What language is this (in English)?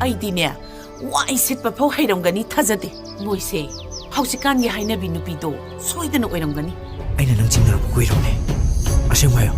Manipuri